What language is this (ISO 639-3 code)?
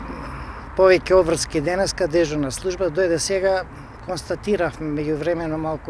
mkd